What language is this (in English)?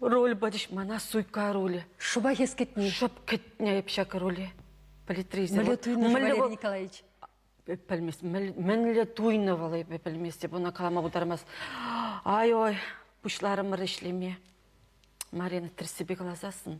Chuvash